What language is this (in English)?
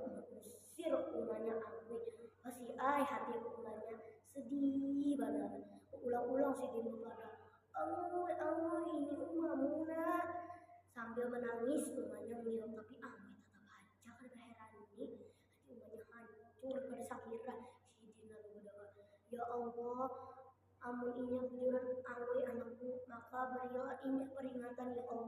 Banjar